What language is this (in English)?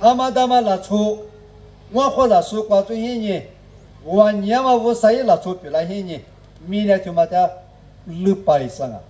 Lisu